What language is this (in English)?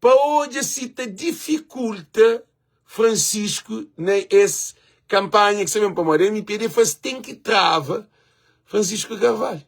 Kabuverdianu